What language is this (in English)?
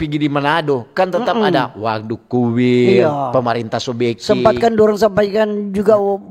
Manado Malay